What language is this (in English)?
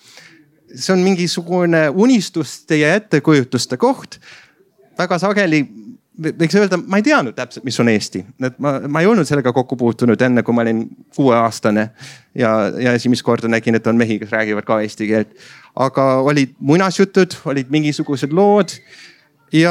Estonian